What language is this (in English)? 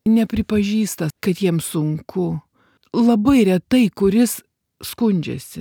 Lithuanian